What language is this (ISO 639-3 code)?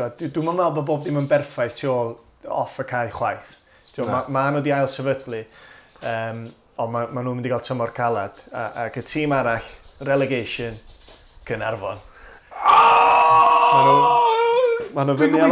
cym